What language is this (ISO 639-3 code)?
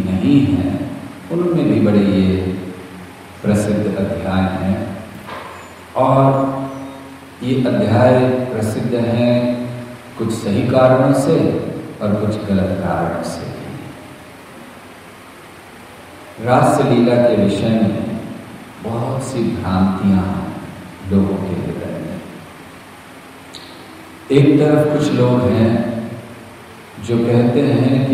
hin